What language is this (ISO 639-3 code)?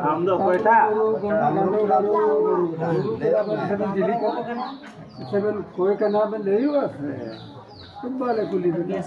sat